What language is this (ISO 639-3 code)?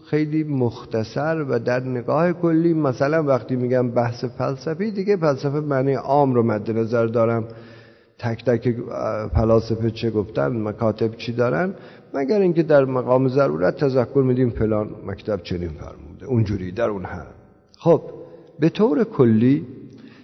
fas